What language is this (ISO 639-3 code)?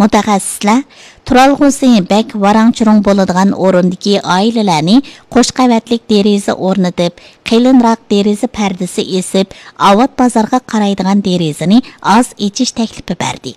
uig